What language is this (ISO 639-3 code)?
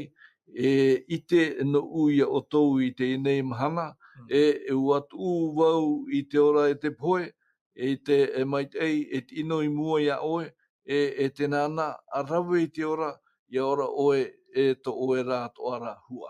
tah